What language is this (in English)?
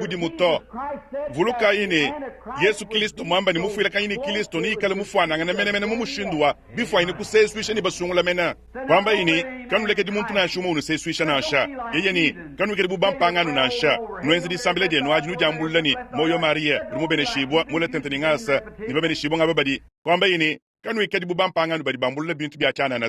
Luba-Lulua